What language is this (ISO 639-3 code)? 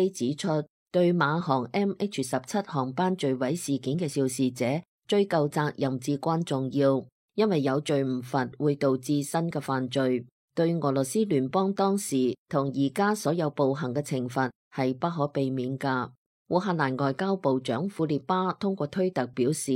yue